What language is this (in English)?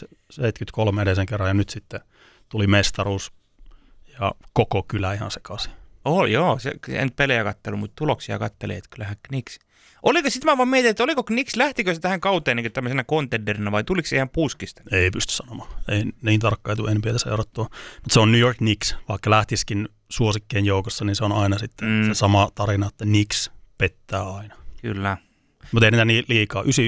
Finnish